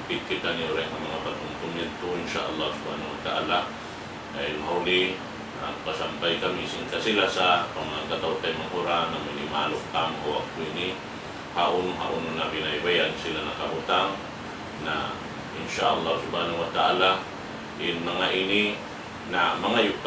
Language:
Tausug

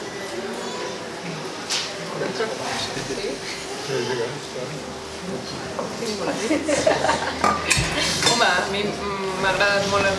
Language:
Catalan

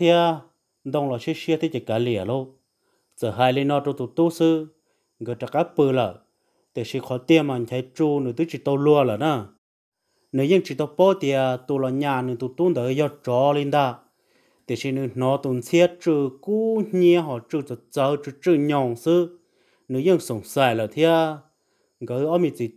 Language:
Vietnamese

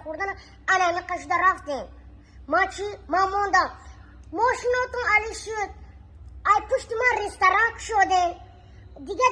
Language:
Tajik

